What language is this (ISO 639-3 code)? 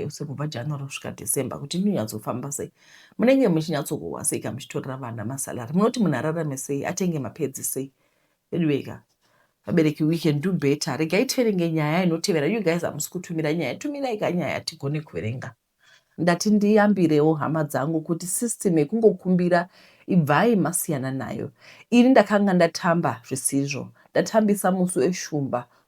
sna